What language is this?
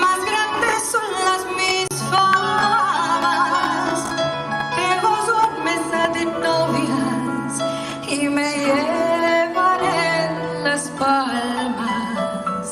Ladino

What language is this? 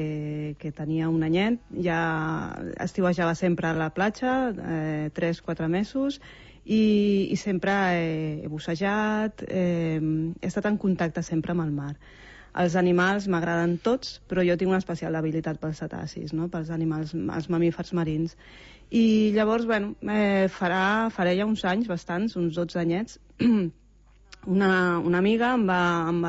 Catalan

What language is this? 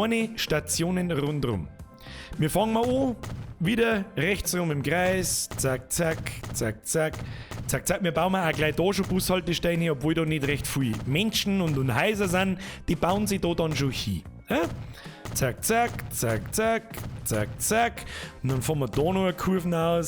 Bavarian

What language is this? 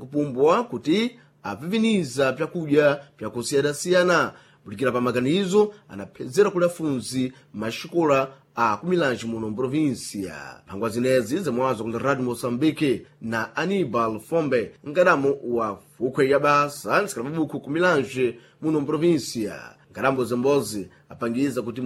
Sena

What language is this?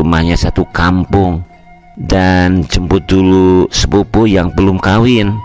Sundanese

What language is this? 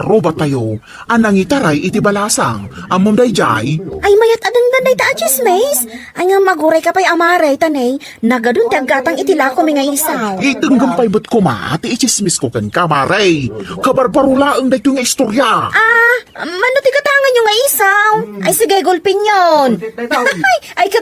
Iloko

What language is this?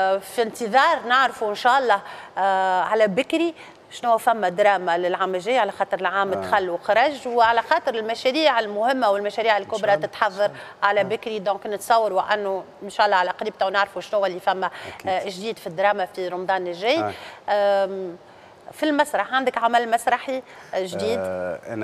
Tunisian Arabic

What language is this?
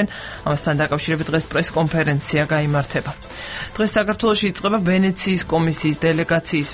Georgian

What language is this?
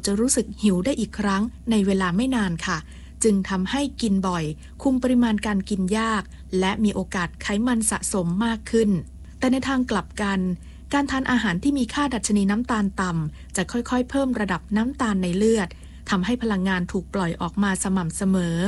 Thai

